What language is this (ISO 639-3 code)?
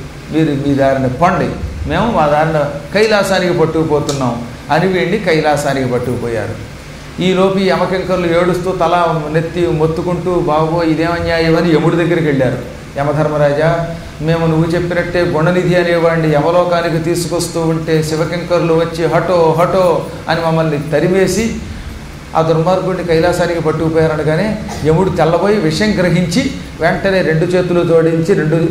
tel